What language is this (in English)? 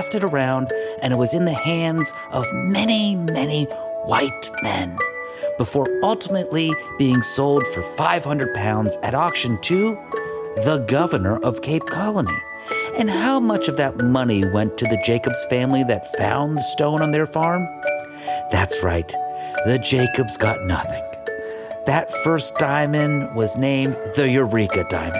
English